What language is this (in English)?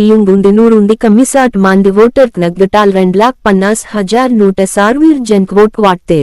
Gondi